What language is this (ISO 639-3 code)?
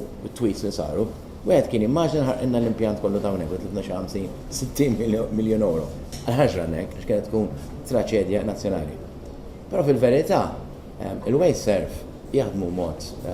mlt